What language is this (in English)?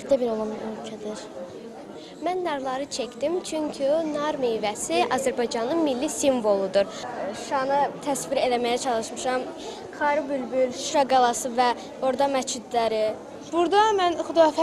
Azerbaijani